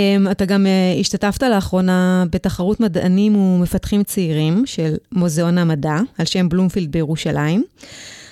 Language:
Hebrew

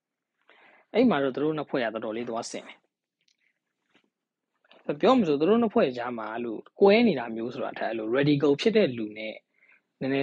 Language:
Burmese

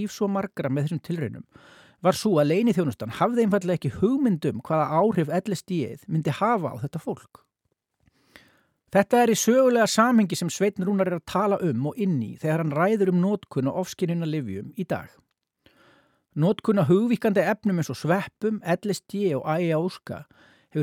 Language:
Icelandic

